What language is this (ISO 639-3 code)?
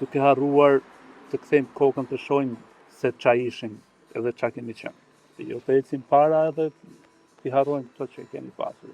sqi